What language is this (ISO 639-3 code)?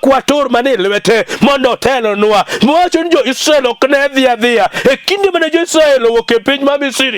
luo